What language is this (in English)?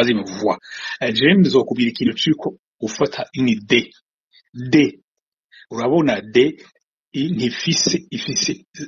Rundi